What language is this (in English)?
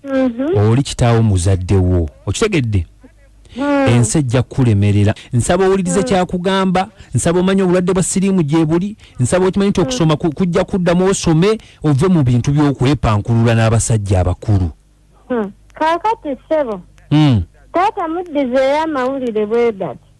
Ganda